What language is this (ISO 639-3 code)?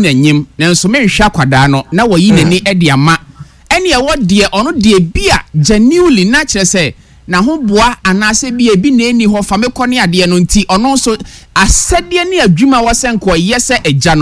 aka